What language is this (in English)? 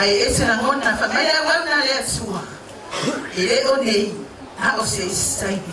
Samoan